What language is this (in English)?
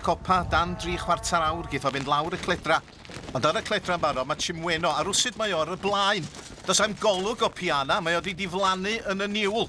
Welsh